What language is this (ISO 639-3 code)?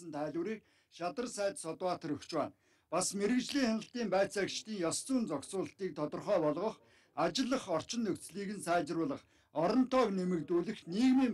mon